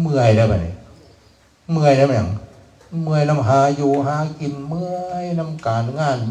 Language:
Northeastern Thai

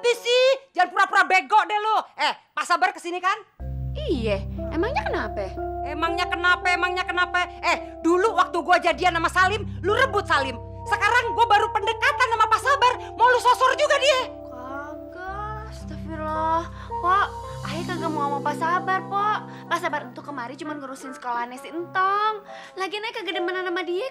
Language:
Betawi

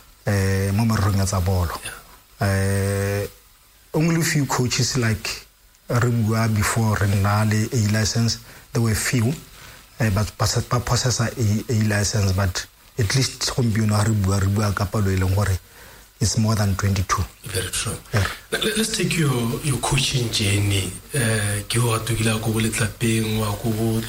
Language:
Tswana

